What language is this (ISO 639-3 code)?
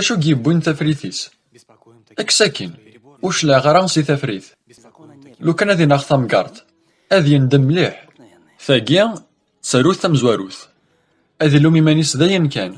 kab